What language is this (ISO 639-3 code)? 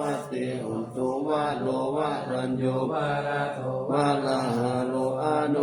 pli